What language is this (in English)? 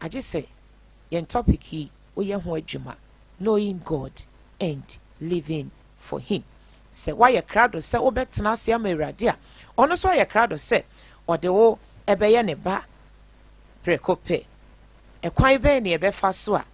Akan